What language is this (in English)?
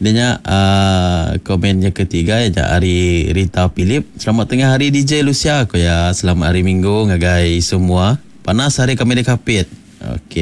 Iban